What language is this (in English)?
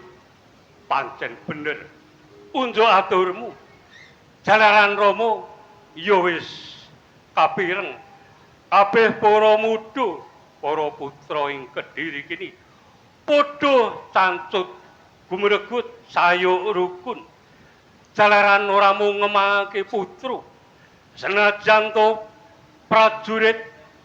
Javanese